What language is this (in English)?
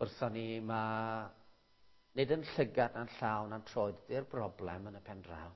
Welsh